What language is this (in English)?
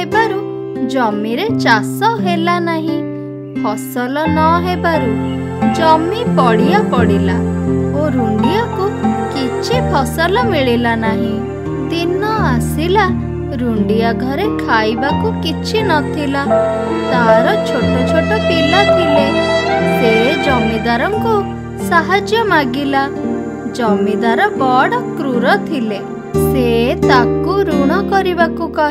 Odia